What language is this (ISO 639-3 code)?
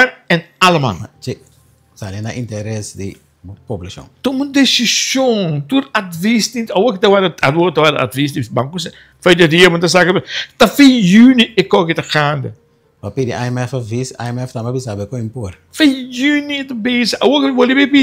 pap